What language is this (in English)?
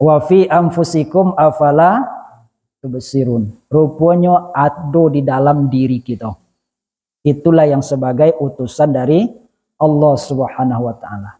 Minangkabau